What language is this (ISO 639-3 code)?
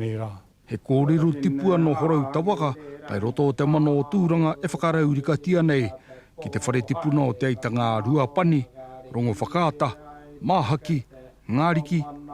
mri